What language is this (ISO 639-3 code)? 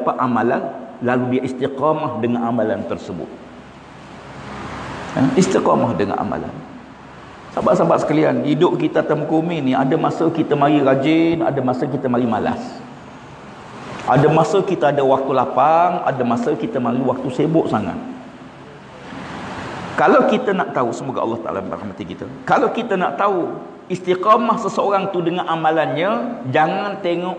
msa